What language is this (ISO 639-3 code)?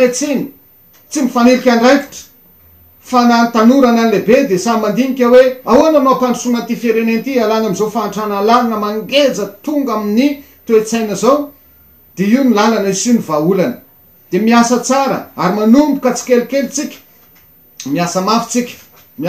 mlg